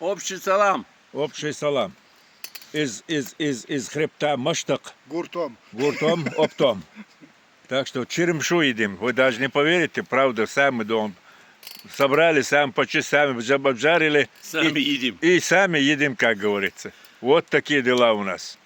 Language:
Chechen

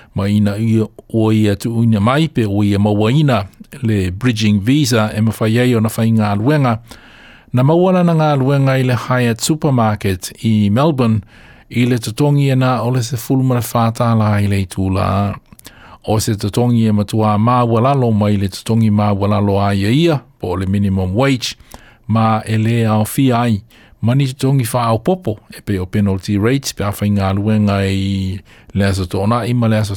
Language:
Samoan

